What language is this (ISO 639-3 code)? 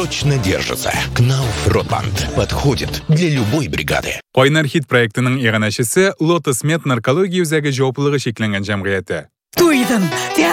tat